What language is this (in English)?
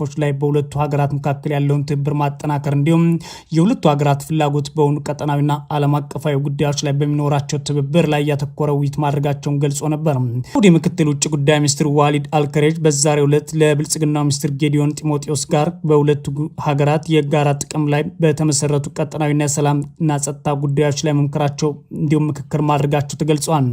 Amharic